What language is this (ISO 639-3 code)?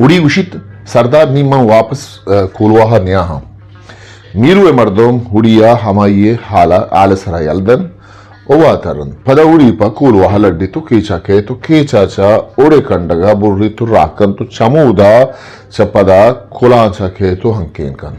bgp